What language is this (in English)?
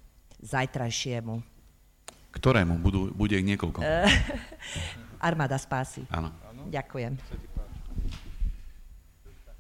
Slovak